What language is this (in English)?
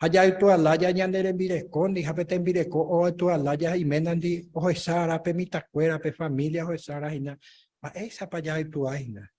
Guarani